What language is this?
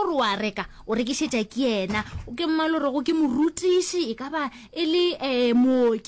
Northern Sotho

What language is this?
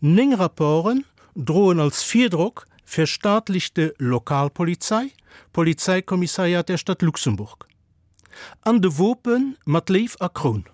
Luxembourgish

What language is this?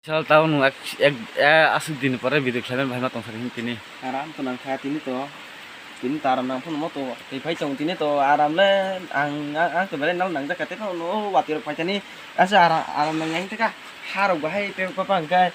Kok Borok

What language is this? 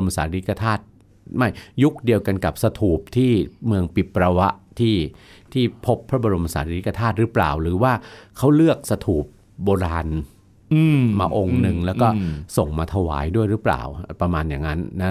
Thai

